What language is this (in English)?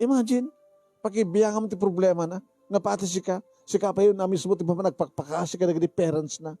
Iloko